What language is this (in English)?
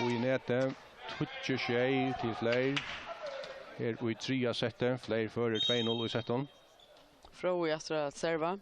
Faroese